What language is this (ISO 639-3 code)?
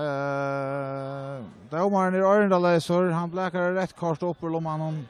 fao